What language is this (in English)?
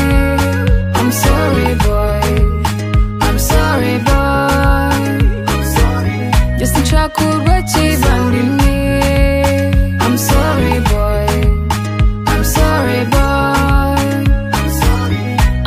Kinyarwanda